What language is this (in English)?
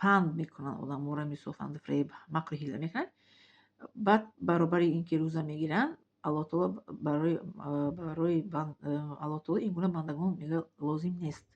Tajik